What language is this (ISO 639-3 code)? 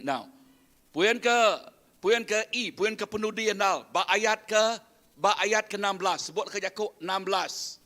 iba